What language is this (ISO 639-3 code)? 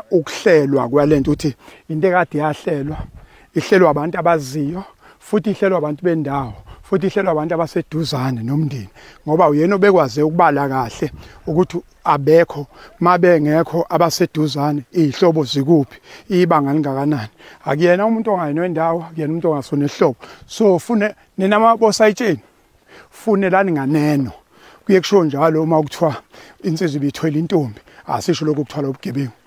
zul